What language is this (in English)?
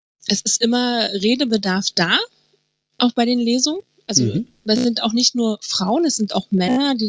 German